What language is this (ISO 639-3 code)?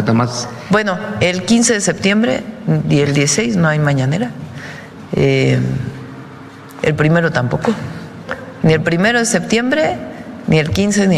spa